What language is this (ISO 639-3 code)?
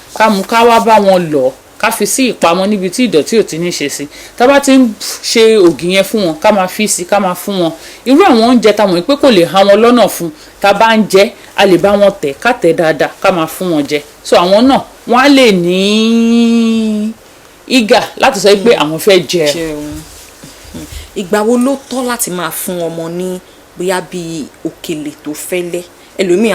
yor